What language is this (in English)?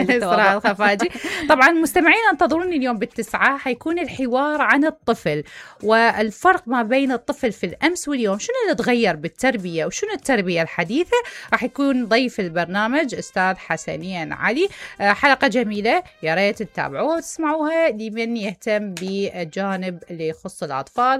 Mesopotamian Arabic